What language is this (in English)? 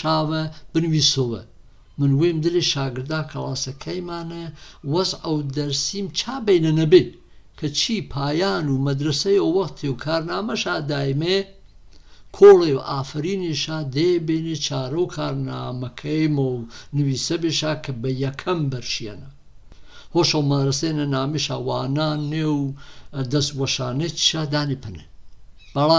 Gurani